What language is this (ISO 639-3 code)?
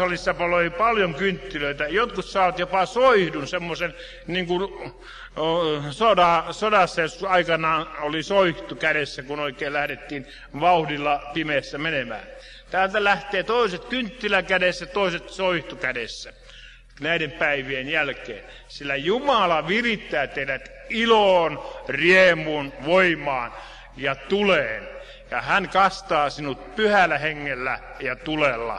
fin